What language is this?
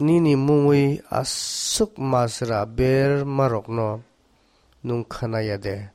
Kok Borok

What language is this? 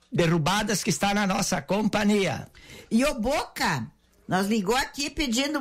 Portuguese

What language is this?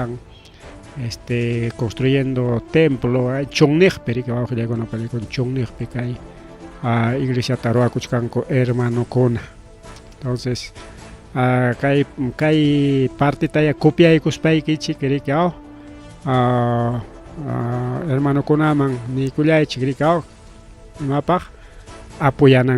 Ayacucho Quechua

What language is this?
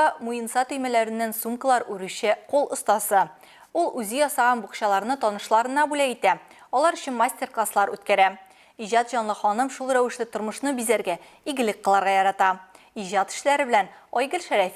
Tatar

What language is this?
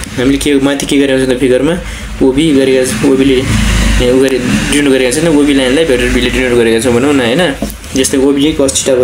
Nepali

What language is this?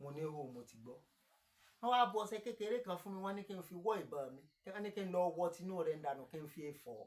Yoruba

